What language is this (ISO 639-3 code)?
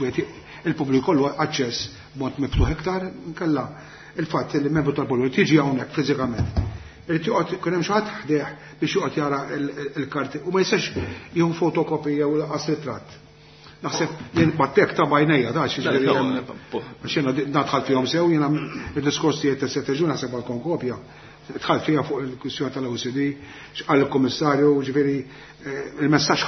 mlt